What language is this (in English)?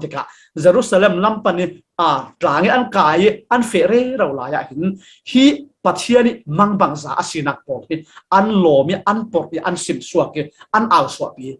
Falam Chin